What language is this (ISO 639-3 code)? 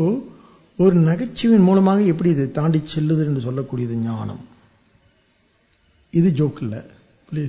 tam